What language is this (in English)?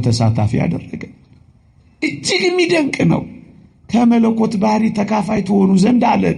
Amharic